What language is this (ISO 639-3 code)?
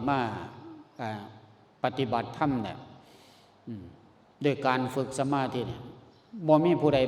lao